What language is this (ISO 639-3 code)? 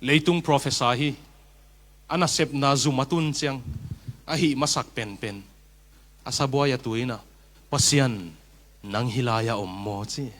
ctd